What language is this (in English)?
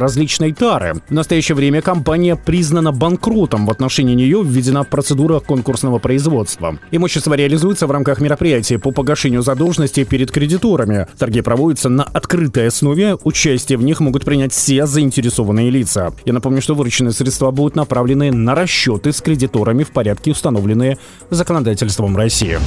Russian